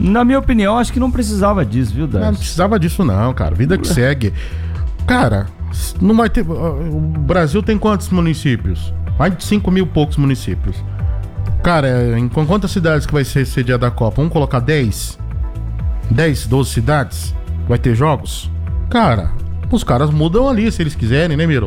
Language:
Portuguese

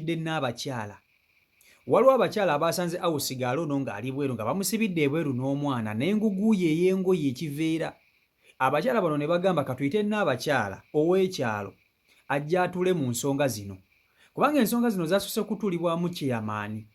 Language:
Ganda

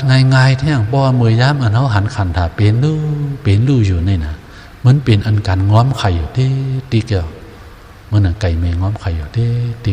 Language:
Shan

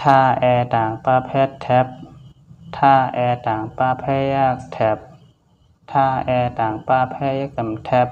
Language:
Shan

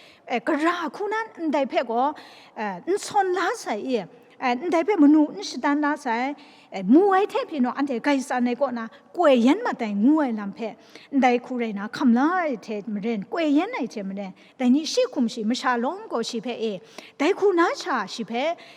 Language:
Kachin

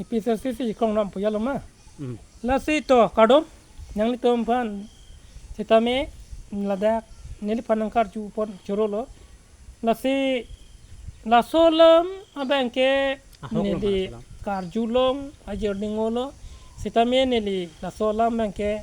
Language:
Karbi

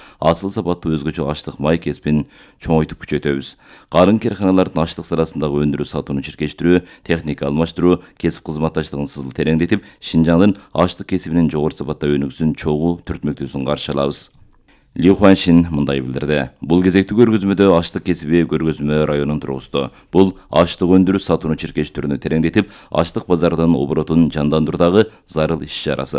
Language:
Kyrgyz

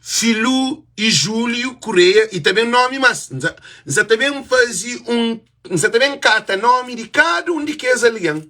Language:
Kabuverdianu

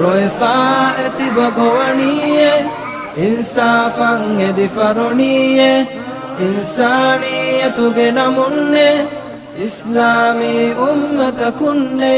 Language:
Divehi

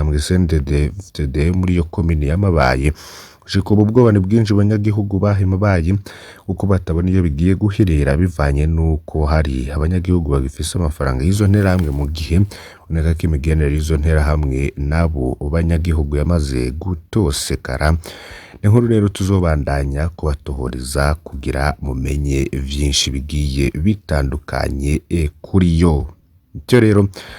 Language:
Rundi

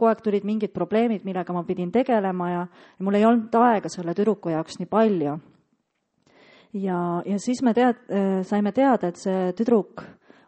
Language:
Estonian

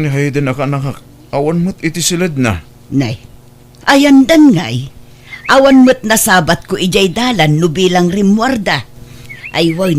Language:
Iloko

